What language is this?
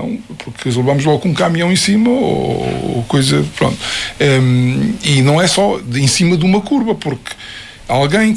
Portuguese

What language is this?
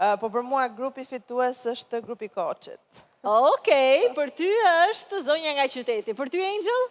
Albanian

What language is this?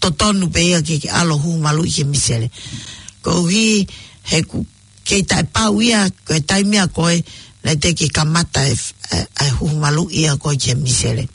Tongan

